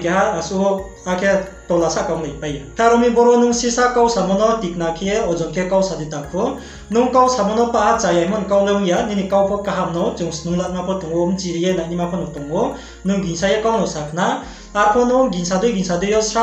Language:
Riang (India)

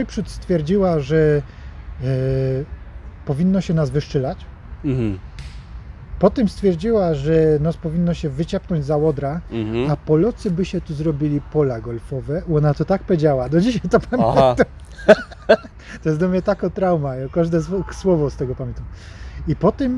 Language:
Polish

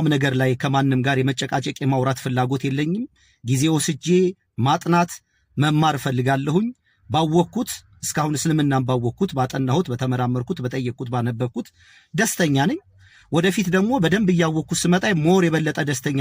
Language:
Amharic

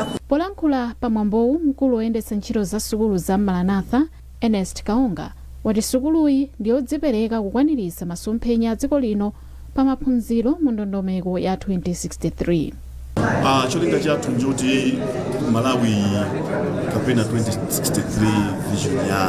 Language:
Nyanja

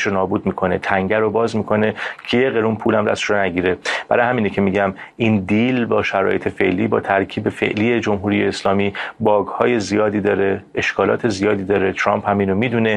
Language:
Persian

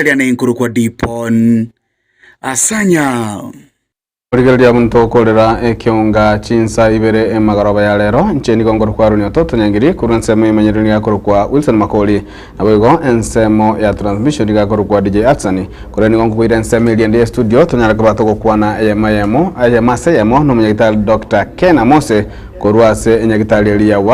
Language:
Gusii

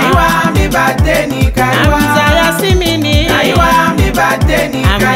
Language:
Swahili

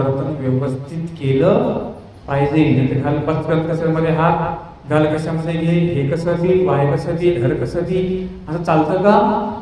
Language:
Marathi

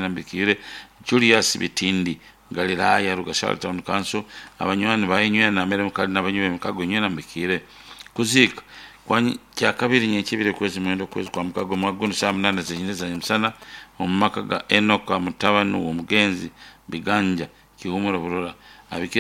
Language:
Nyoro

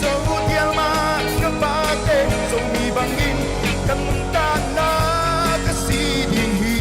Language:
Paite Chin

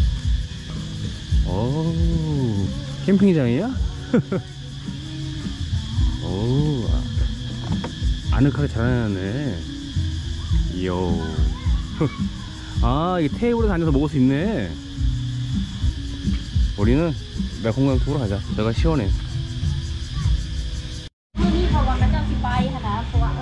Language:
Korean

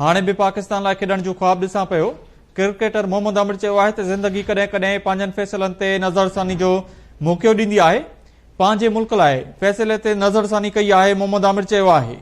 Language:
Sindhi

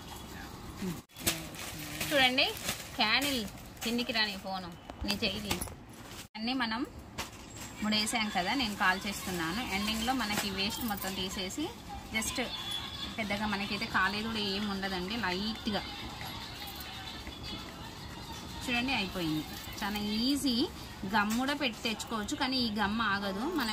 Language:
Telugu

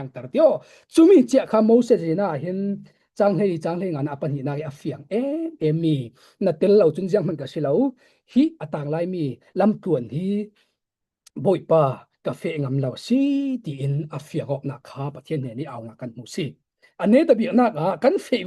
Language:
Falam Chin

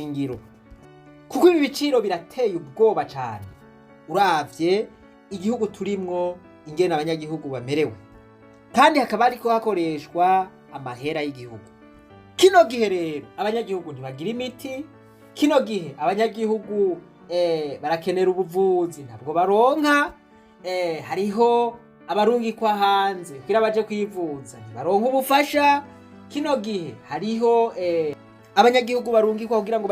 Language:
Rundi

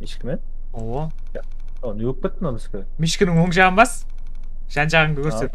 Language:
Kara-Kalpak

